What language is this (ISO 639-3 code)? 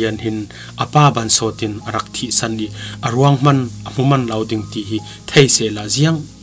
cfm